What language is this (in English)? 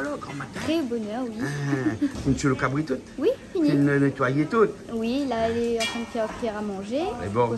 Réunion Creole French